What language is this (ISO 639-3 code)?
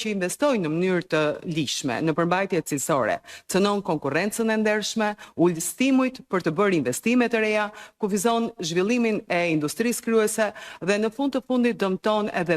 sqi